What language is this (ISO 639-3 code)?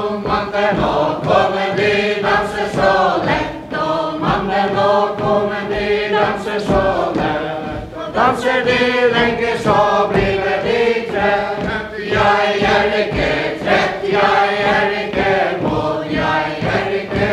fao